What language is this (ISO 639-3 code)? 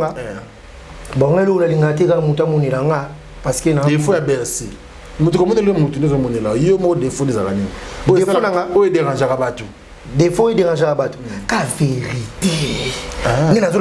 lin